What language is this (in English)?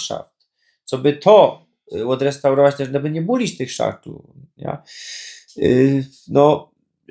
Silesian